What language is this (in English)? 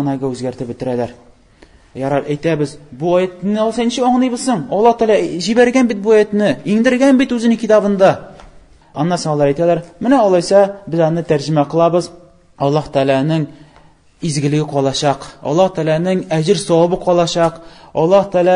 Tatar